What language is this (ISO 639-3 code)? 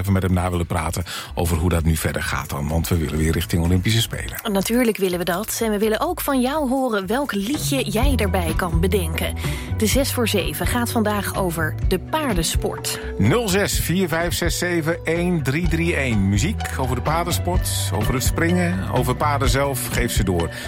nld